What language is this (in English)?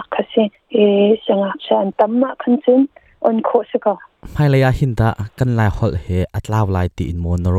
Hakha Chin